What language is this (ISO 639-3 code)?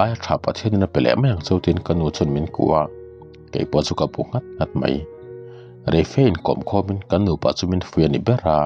lus